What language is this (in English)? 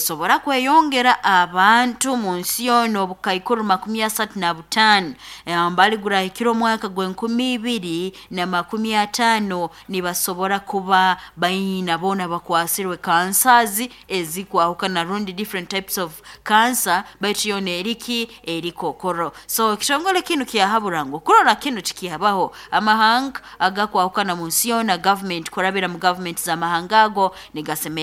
Nyoro